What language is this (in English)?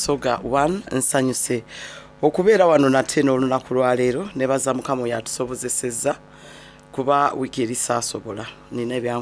Soga